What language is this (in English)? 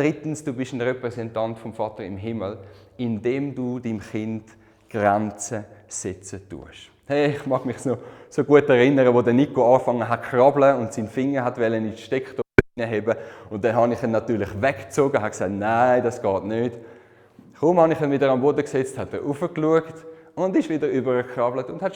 Swiss German